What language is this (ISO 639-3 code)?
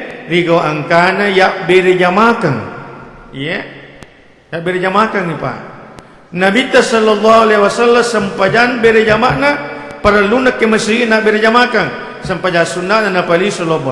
bug